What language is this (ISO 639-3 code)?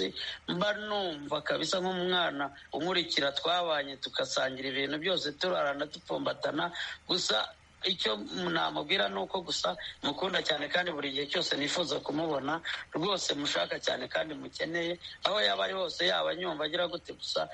kin